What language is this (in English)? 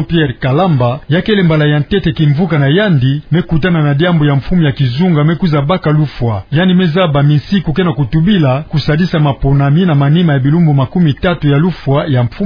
Kituba (Democratic Republic of Congo)